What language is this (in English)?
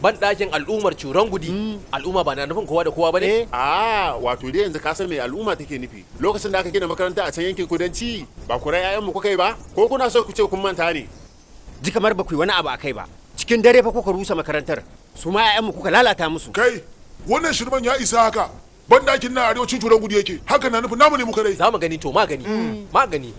Hausa